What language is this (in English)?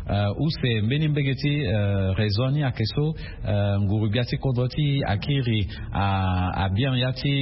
Sango